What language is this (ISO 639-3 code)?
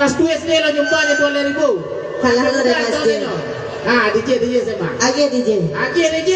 min